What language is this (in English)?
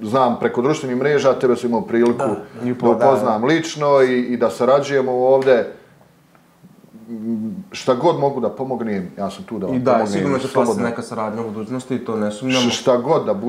Bosnian